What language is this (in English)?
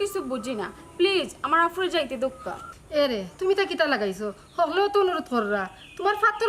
Sylheti